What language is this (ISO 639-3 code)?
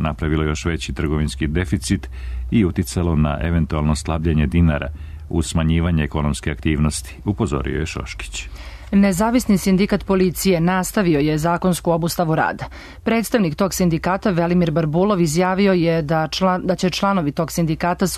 srp